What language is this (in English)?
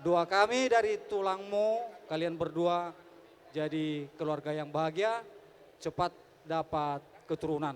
Batak Toba